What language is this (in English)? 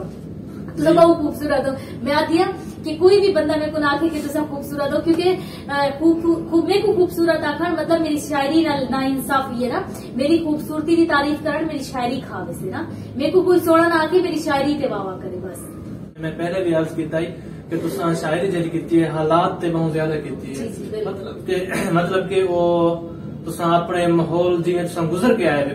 Saraiki